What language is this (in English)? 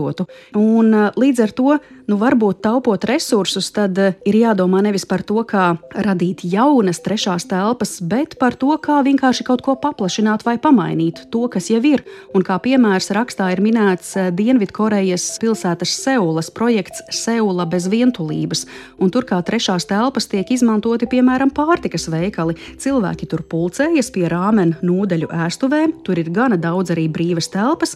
Latvian